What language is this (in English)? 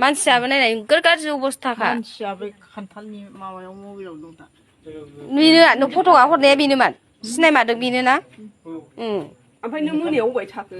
Bodo